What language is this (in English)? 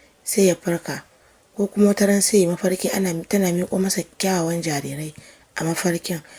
Hausa